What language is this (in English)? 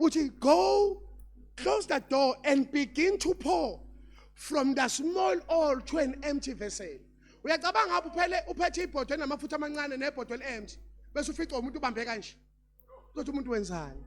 Zulu